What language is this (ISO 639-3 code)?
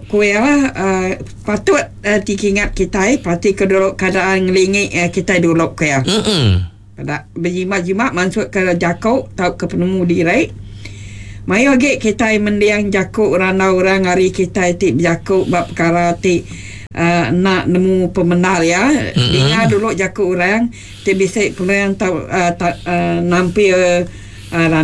iba